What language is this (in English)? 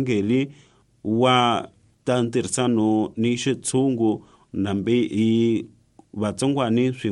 Tsonga